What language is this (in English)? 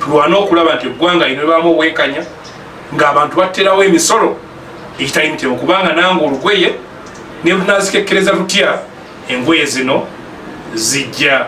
Ganda